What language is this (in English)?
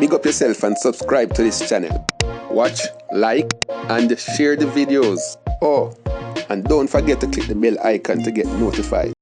Jamaican Creole English